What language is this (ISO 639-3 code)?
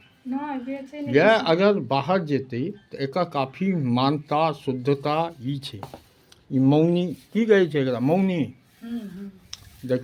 mai